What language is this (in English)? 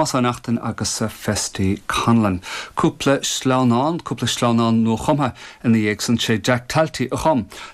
Irish